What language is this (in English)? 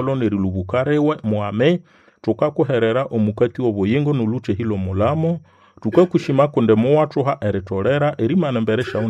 Nande